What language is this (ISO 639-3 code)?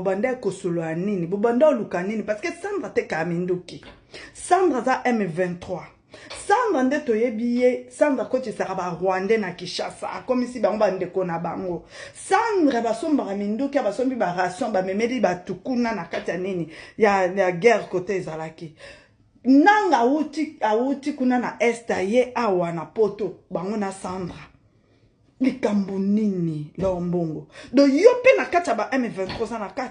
lin